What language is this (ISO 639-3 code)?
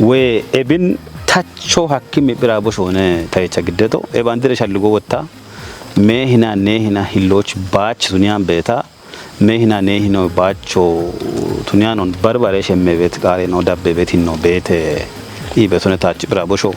kbr